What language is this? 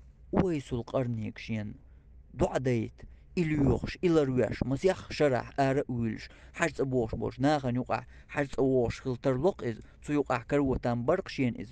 Chechen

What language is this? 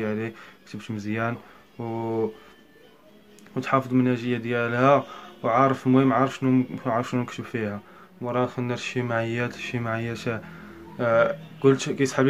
Moroccan Arabic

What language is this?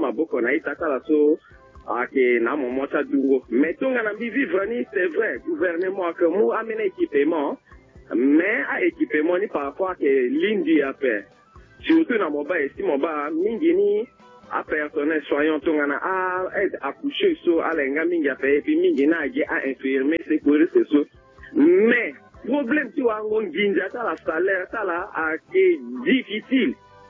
Sango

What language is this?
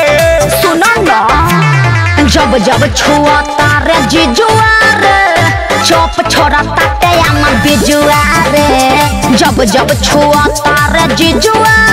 Bhojpuri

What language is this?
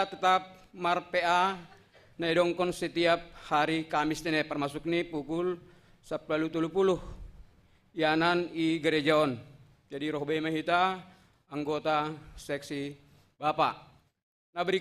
Batak Simalungun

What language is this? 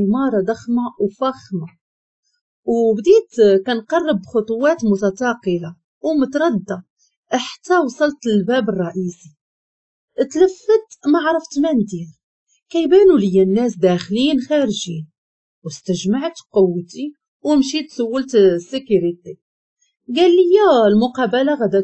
Moroccan Arabic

